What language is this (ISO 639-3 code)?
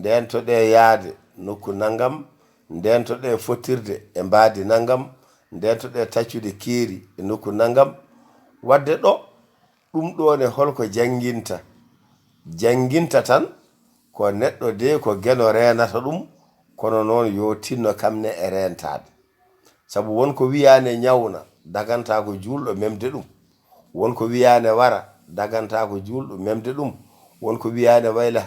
ful